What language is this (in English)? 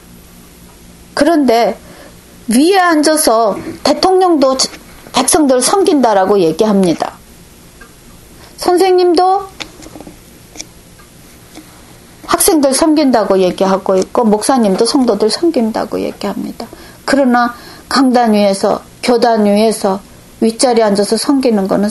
Korean